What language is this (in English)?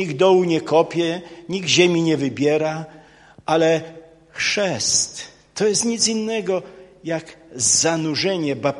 Polish